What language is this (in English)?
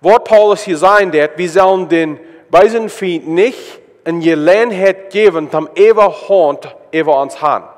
Plautdietsch